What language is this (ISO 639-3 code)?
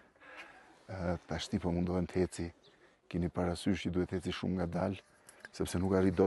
sqi